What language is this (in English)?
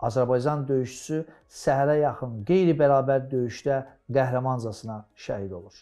Azerbaijani